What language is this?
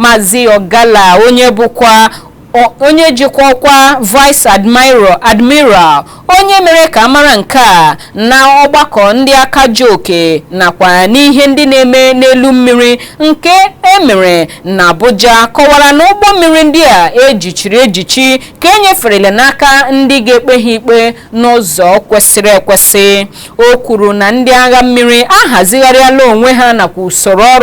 Igbo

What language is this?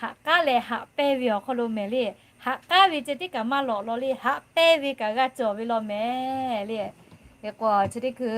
Lahu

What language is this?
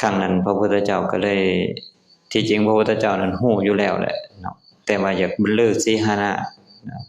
Lao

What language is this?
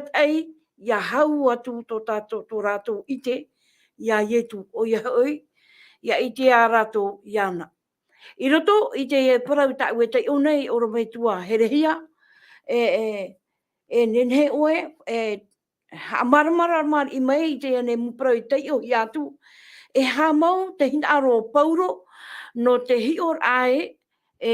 Tahitian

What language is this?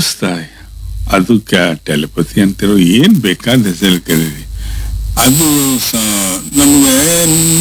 Kannada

